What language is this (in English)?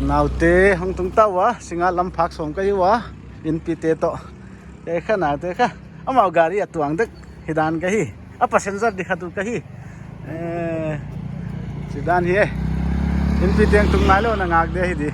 Paite Chin